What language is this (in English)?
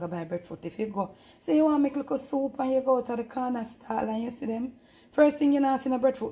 Jamaican Creole English